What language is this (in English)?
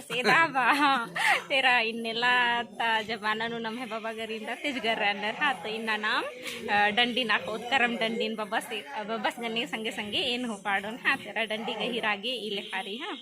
Kurukh